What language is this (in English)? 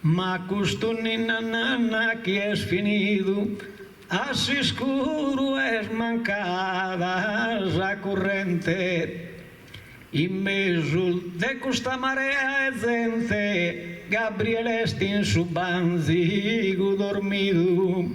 Sardinian